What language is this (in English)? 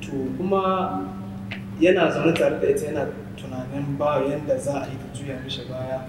Hausa